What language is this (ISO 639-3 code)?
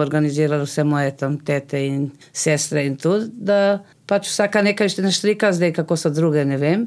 slv